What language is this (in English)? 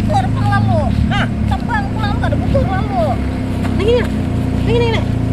Banjar